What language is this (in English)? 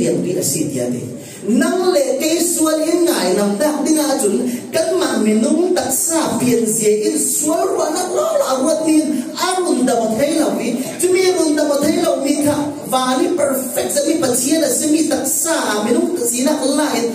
Falam Chin